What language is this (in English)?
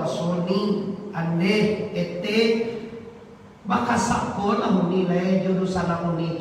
Minangkabau